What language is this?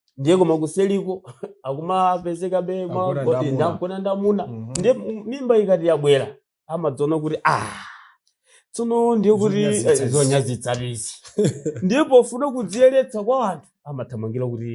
Nyanja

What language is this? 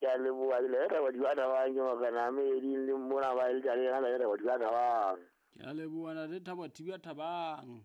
Southern Sotho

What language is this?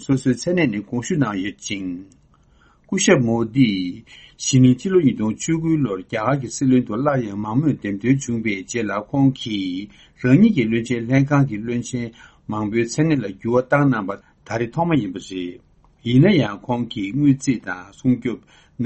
Tibetan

